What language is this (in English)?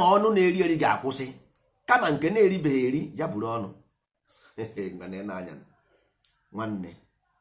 Igbo